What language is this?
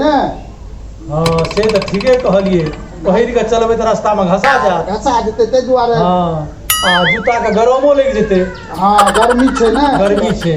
Maithili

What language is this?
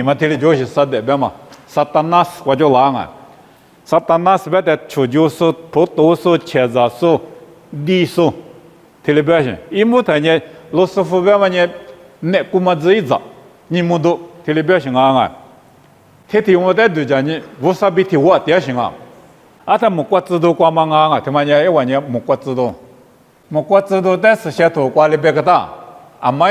Lisu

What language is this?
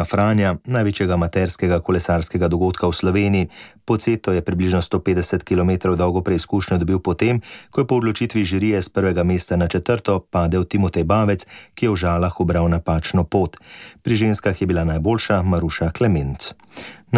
Slovenian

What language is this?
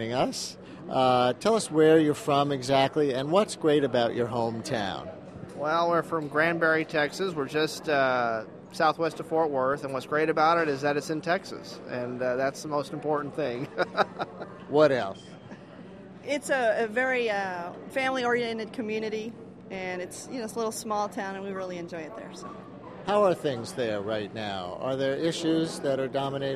English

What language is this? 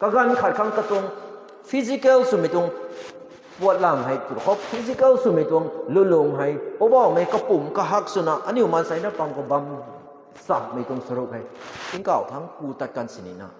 Rongmei Naga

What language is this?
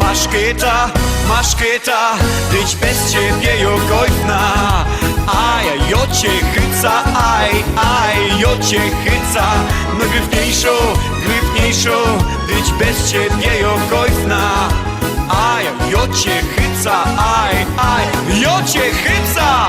Silesian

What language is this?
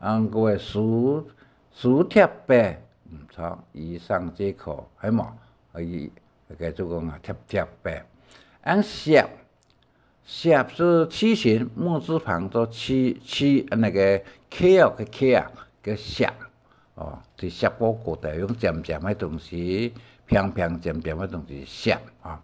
Hakka Chinese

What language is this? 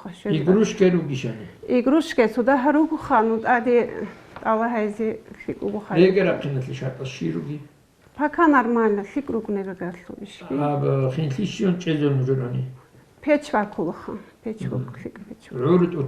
Avaric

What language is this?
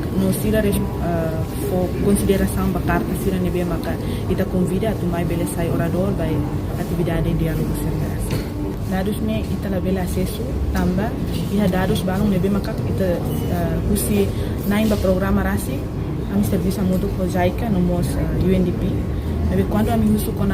Tetum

